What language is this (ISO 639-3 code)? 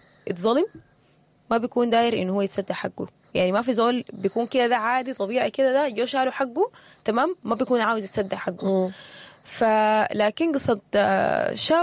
apd